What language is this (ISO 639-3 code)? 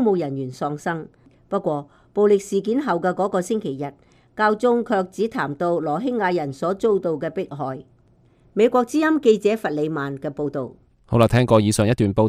yue